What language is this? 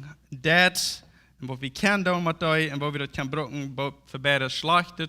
Plautdietsch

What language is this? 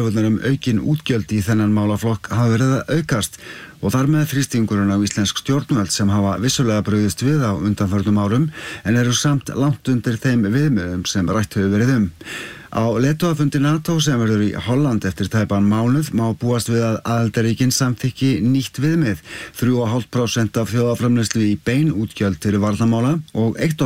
Icelandic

